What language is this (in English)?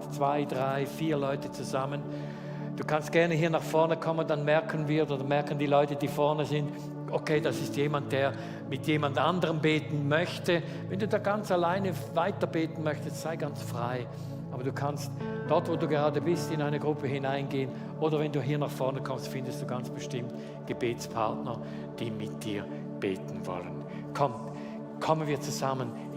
Swiss German